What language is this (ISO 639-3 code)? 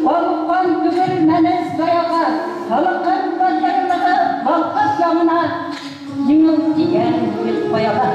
bak